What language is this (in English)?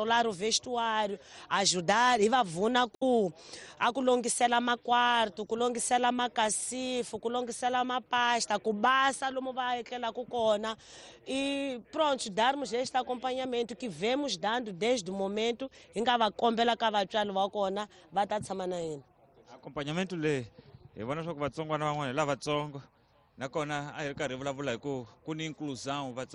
Tsonga